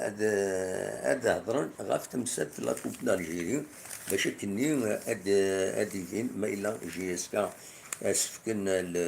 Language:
Kabyle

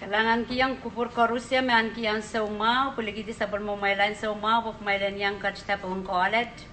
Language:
Pohnpeian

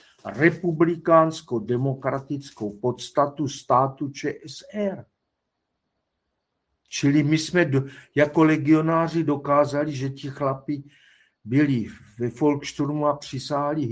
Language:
Czech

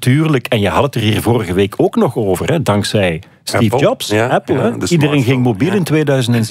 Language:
Dutch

